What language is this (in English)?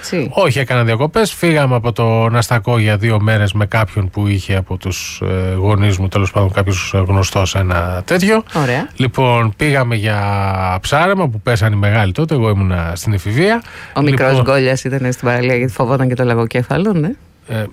Greek